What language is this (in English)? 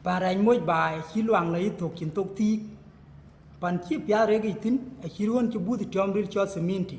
Dinka